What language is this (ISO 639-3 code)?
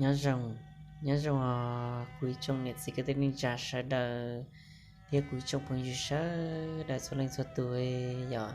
hmn